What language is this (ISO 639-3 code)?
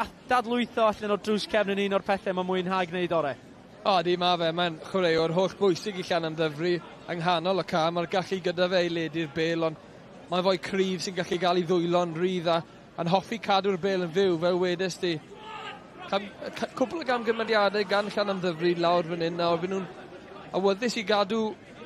cym